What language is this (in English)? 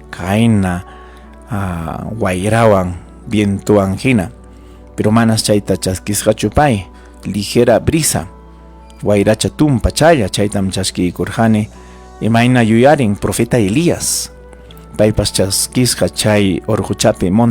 Ayacucho Quechua